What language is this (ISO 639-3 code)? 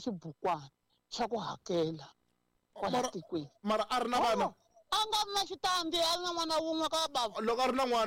tso